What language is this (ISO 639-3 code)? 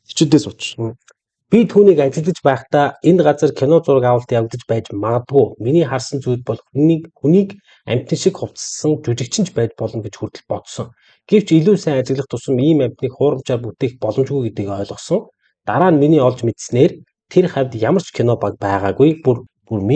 mon